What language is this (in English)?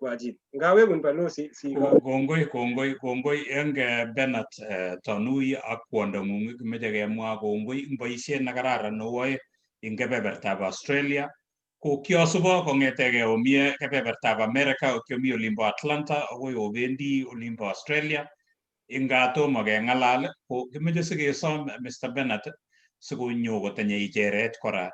Kalenjin